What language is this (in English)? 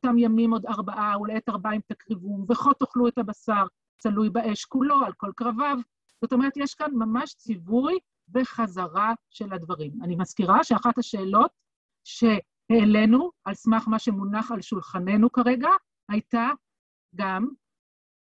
Hebrew